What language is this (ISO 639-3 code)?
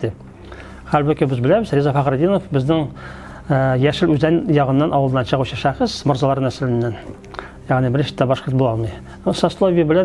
tat